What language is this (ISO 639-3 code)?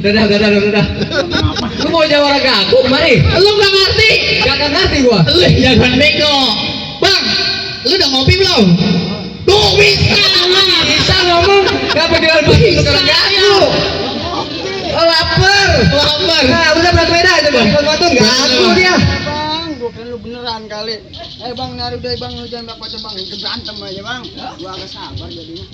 bew